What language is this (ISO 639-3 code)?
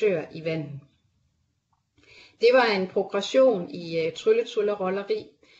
dan